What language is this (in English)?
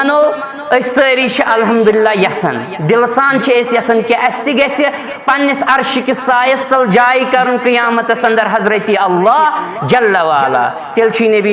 Kashmiri